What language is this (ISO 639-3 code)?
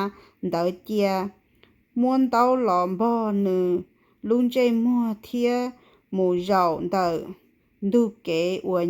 hmn